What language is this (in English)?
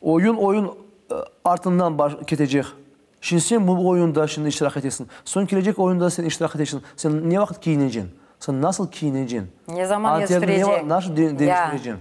Crimean Tatar